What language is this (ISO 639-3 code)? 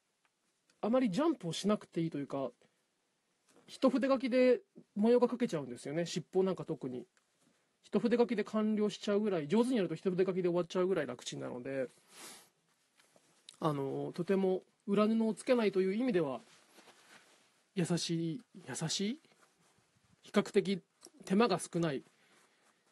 jpn